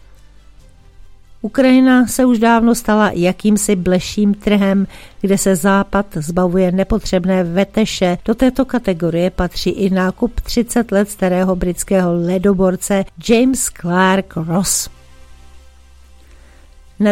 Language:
Czech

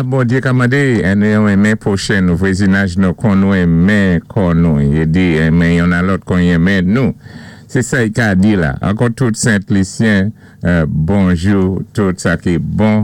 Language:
Saint Lucian Creole French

